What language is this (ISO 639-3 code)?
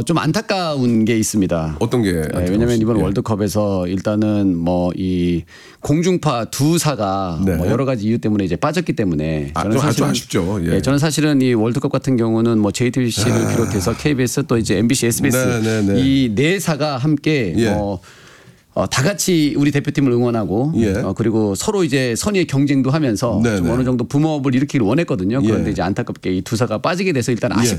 kor